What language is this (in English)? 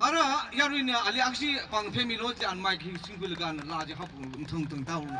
Tangkhul Naga (India)